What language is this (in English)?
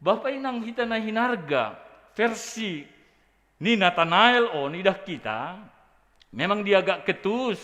Batak Simalungun